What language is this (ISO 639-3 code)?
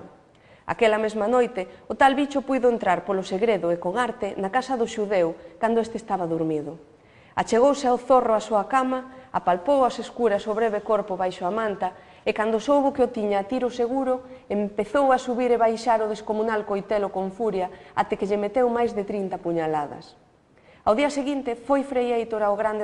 glg